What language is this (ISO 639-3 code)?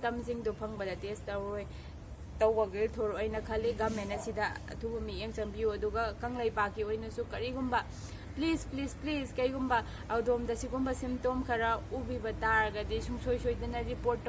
mni